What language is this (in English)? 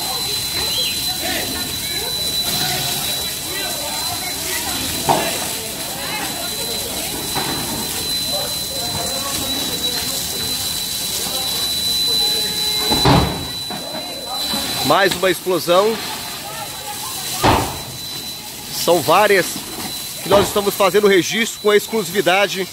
Portuguese